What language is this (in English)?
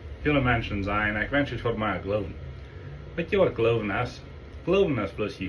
Plautdietsch